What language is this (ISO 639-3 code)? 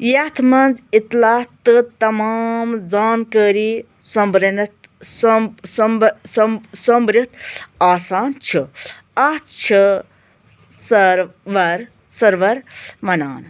kas